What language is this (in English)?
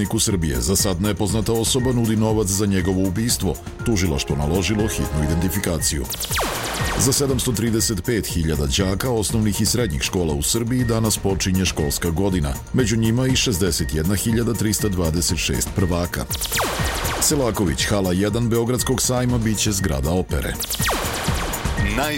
Serbian